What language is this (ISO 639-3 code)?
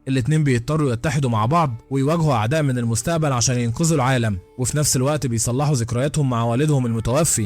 arz